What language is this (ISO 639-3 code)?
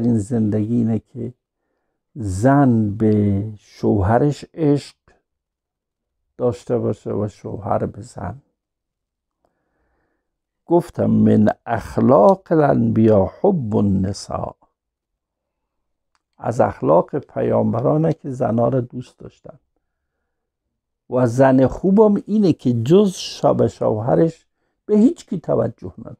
fas